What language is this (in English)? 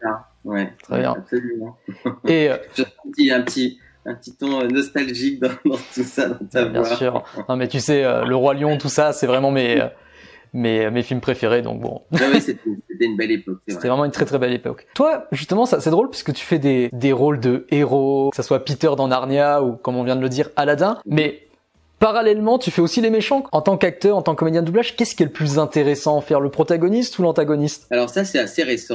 French